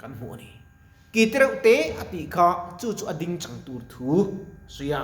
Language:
Mizo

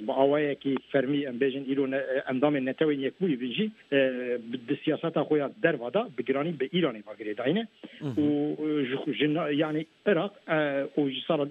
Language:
Kurdish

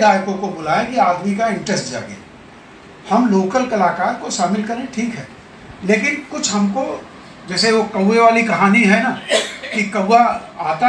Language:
Hindi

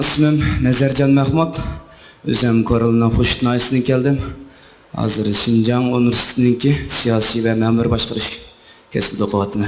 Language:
Uyghur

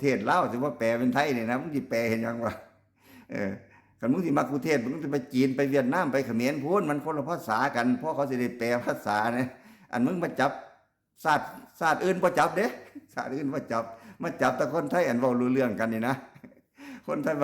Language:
Northeastern Thai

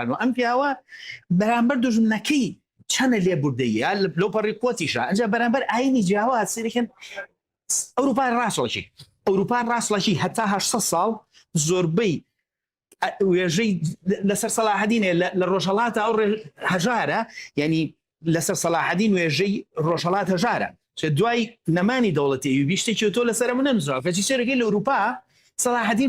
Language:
Central Kurdish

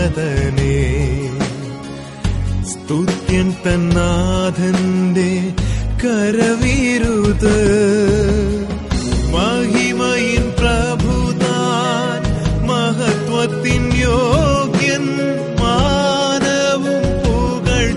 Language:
Malayalam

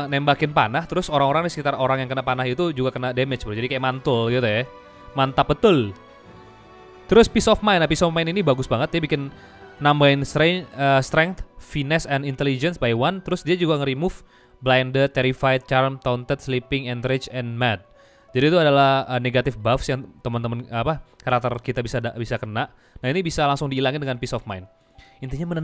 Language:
Indonesian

